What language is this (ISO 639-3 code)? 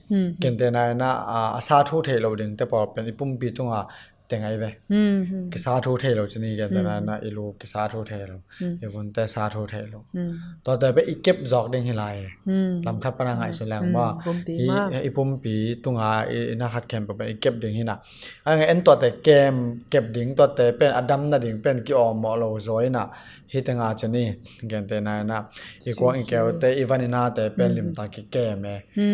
ctd